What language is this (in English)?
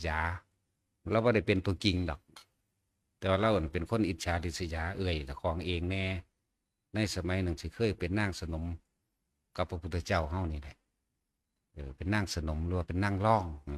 Northeastern Thai